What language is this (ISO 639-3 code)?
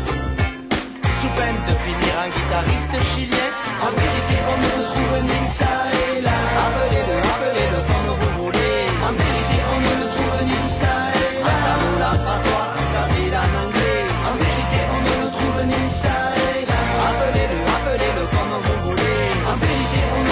fra